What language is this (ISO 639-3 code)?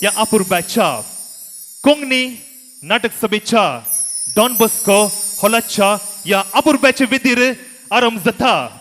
kok